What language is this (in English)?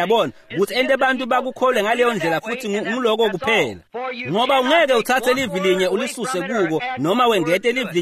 Swati